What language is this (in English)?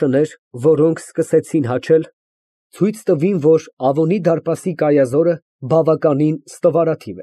Armenian